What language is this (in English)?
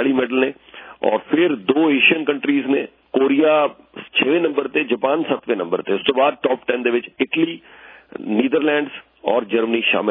Punjabi